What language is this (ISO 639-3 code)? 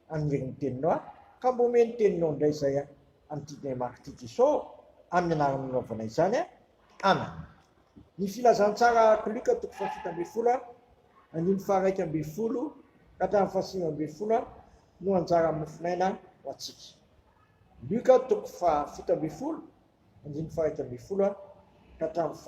mlg